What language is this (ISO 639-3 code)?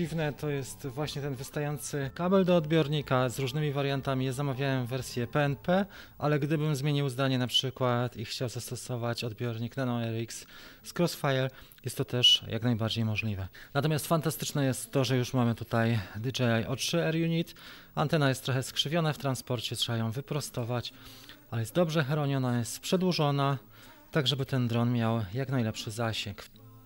pol